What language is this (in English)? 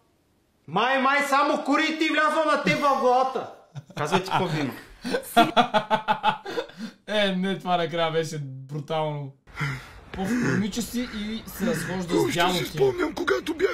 Bulgarian